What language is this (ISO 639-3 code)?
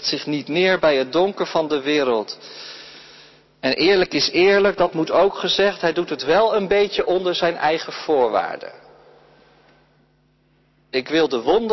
nld